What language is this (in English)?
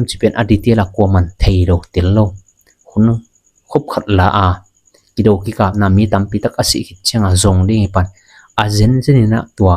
Tedim Chin